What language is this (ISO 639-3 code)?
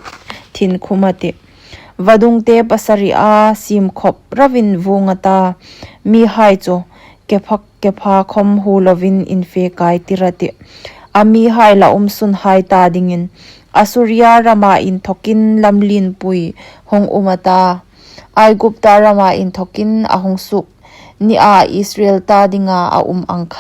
hmr